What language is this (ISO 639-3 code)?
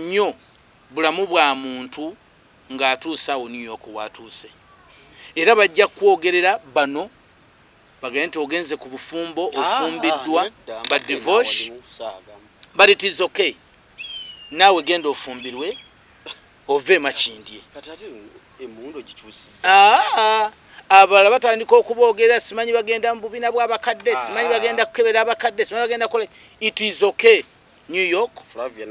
lug